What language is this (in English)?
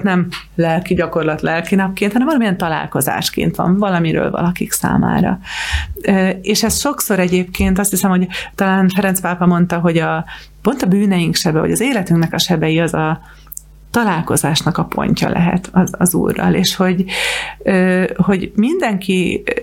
Hungarian